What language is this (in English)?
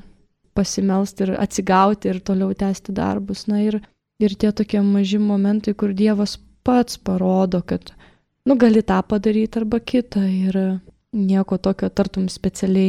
Lithuanian